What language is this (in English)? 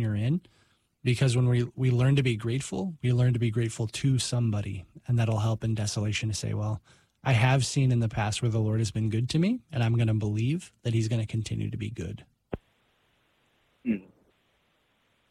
English